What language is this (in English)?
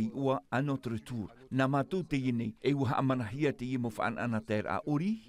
Tahitian